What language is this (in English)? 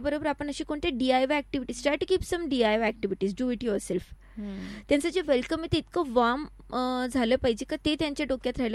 Marathi